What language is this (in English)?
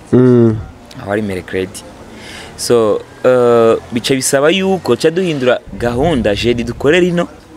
Rundi